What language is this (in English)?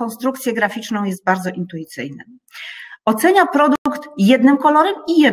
Polish